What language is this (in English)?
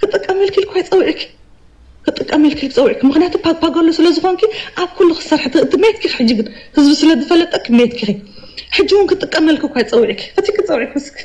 Tigrinya